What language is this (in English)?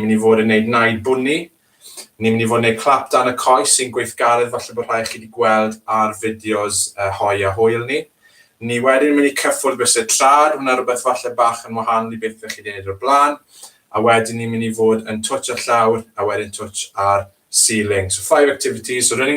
Welsh